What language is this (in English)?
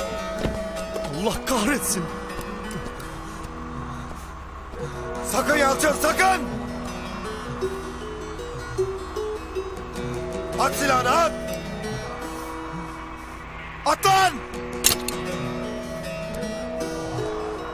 Turkish